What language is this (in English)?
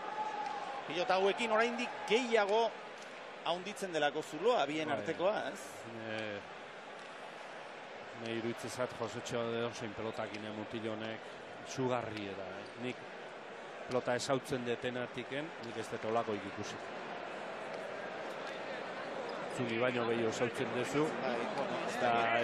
Basque